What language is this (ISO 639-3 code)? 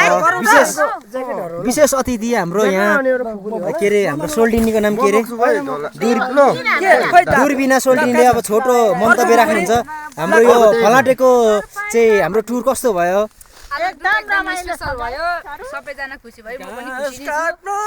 nep